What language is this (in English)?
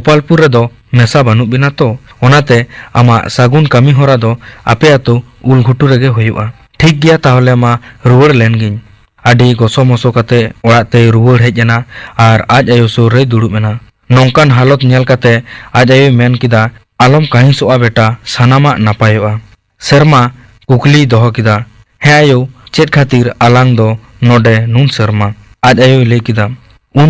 Santali